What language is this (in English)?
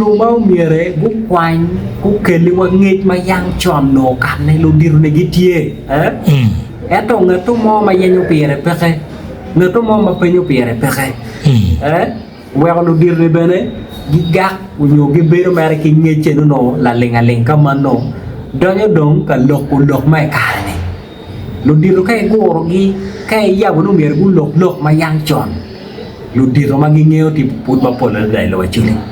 Acoli